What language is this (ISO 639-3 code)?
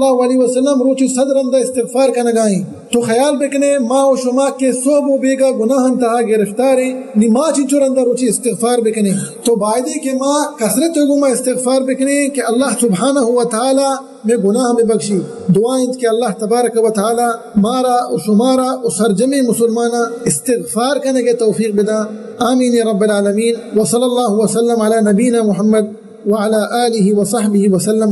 bgp